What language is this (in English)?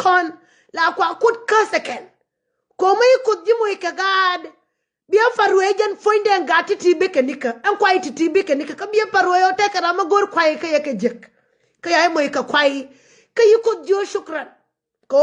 Nuer